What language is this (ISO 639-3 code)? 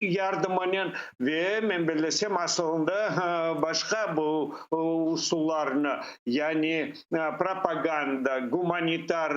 crh